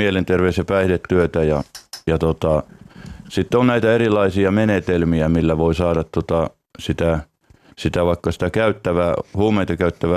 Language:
Finnish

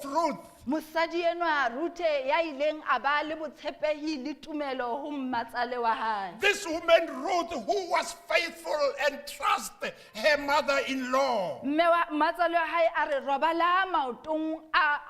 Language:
Southern Sotho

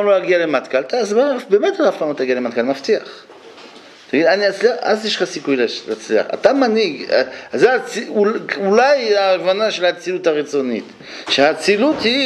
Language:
Hebrew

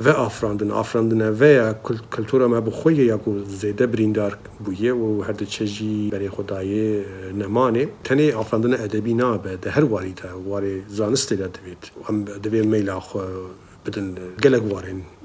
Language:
Kurdish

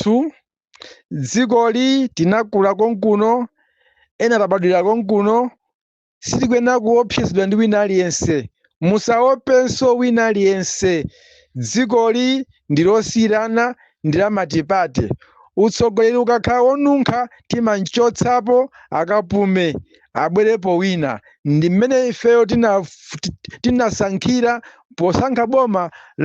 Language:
Nyanja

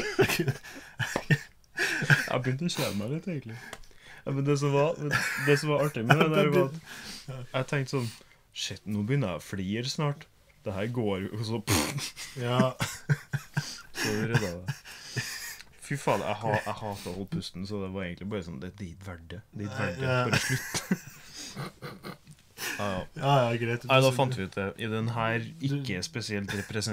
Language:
Norwegian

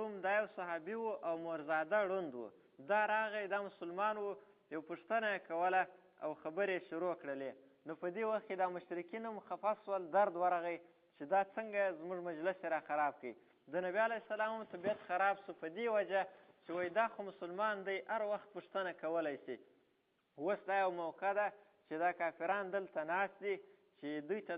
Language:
Pashto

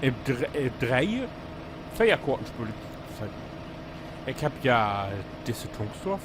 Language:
Low German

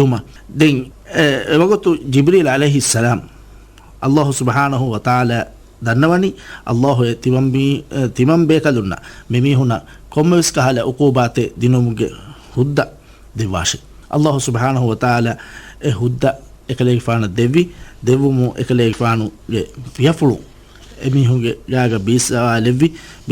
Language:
Divehi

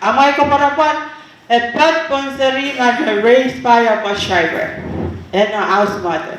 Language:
Pohnpeian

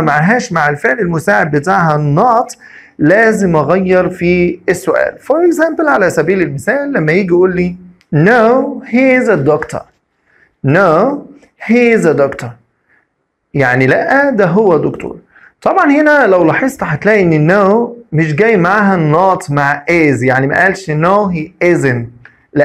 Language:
Egyptian Arabic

